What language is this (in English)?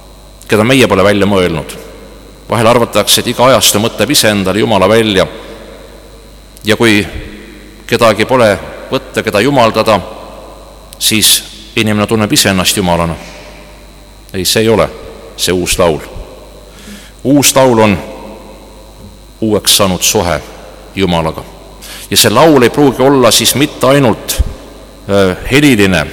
Estonian